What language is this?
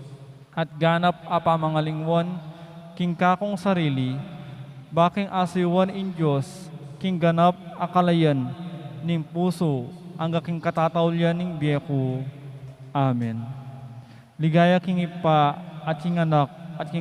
Pampanga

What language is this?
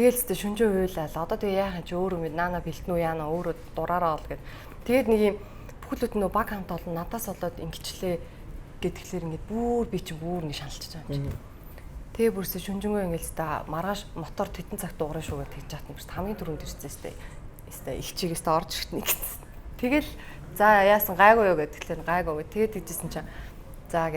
Mongolian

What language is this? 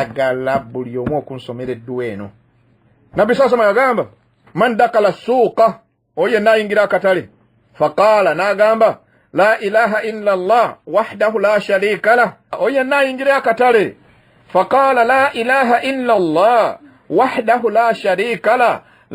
Ganda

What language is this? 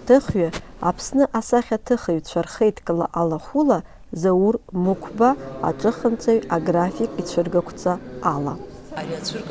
Abkhazian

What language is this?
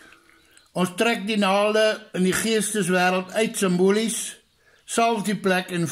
Afrikaans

